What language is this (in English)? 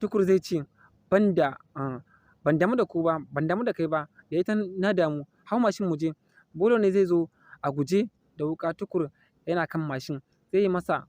Hausa